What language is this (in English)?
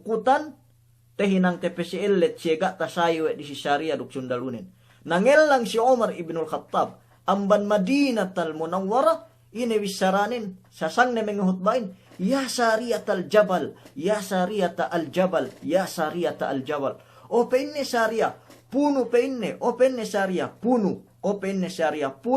Yakan